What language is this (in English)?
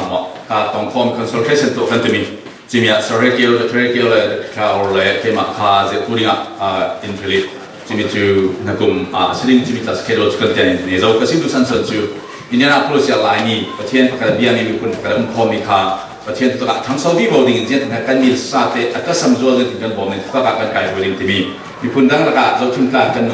Falam Chin